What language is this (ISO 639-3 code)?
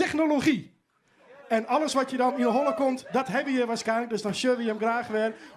fry